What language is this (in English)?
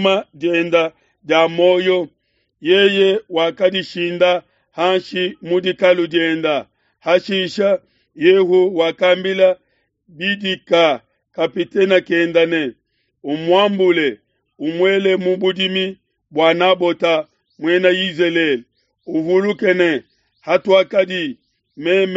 Luba-Lulua